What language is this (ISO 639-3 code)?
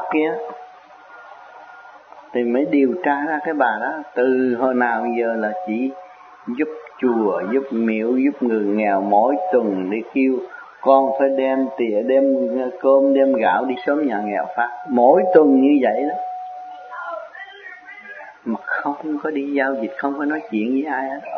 vie